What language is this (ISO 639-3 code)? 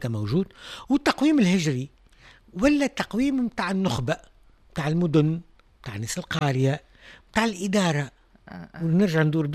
aeb